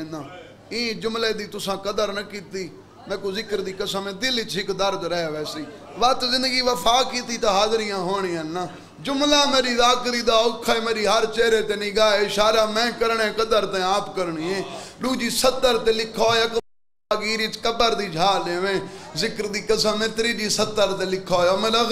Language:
Saraiki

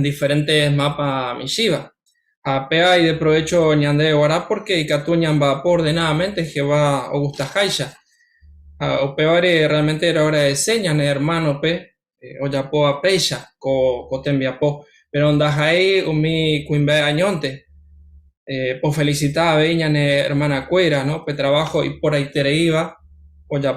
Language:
Guarani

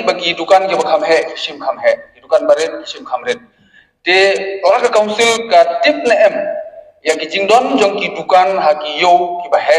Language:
Khasi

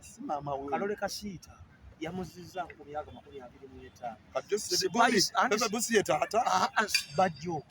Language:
Ganda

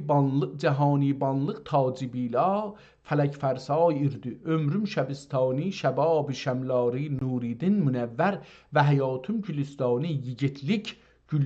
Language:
South Azerbaijani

